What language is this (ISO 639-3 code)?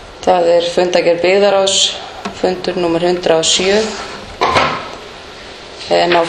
isl